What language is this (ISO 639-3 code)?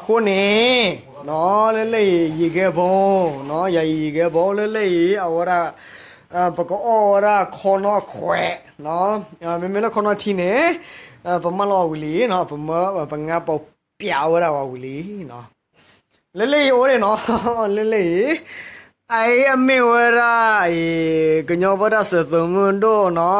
ksw